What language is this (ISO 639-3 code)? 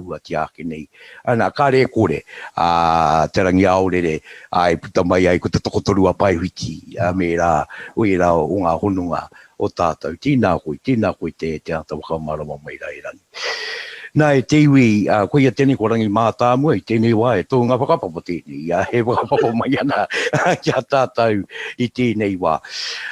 mri